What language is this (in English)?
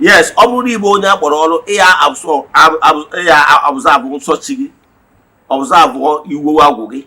Igbo